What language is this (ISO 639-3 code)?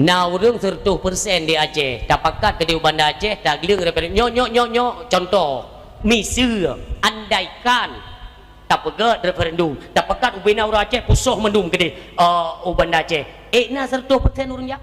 ace